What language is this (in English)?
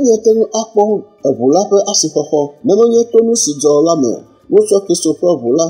Ewe